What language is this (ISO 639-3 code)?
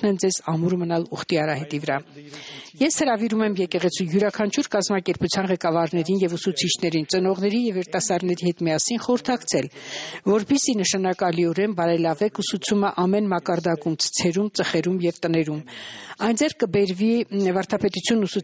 hye